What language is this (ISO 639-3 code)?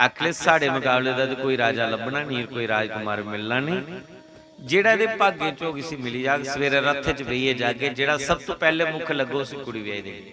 doi